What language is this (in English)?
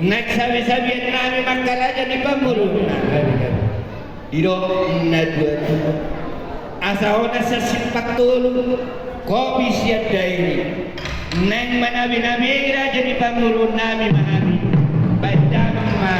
Batak Toba